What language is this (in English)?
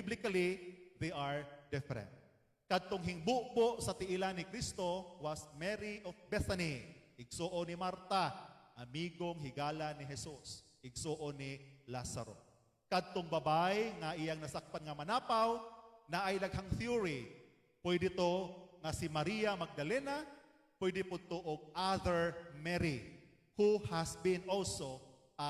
Cebuano